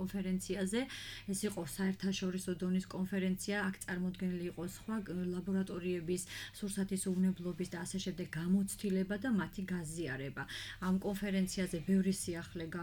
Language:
Georgian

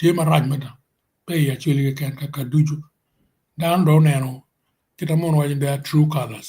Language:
Acoli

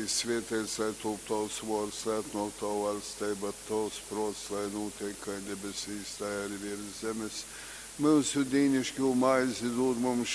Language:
Latgalian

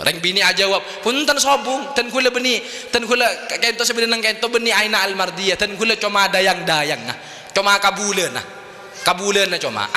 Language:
Madurese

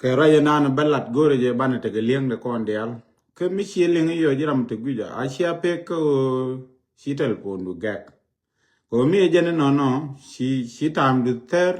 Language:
Nuer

